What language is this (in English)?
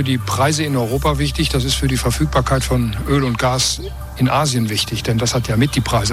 German